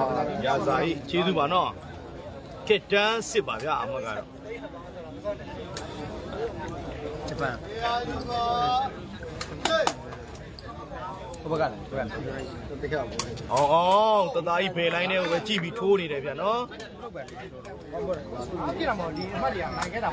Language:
Burmese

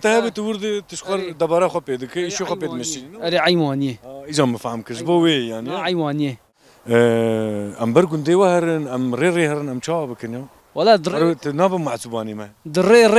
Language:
Kurdish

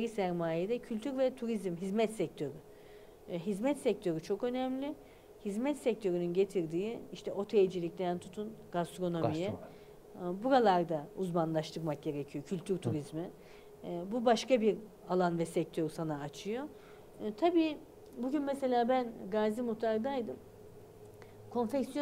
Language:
Turkish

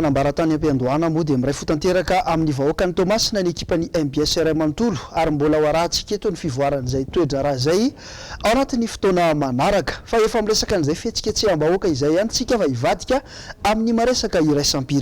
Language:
Malagasy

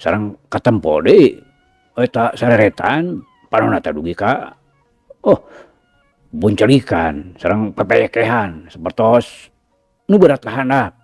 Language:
Sundanese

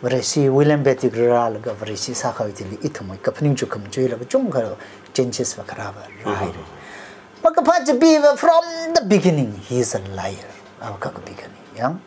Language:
Tangkhul Naga (India)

